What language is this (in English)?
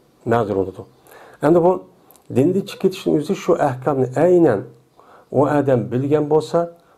Uyghur